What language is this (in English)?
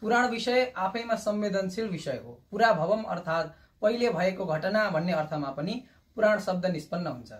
Nepali